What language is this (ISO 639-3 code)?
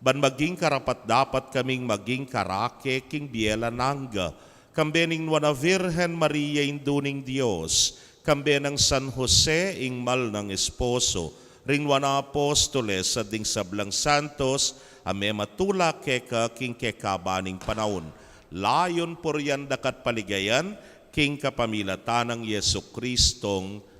pam